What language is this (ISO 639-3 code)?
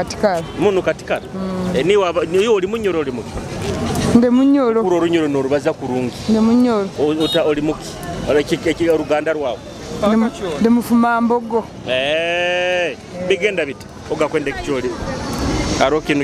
nyo